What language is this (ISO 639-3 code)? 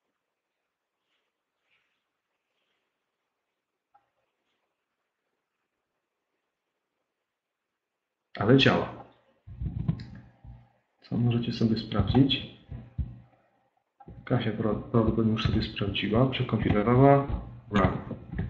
pol